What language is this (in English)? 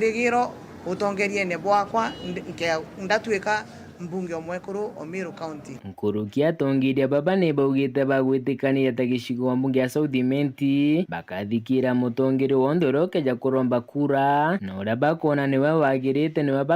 Meru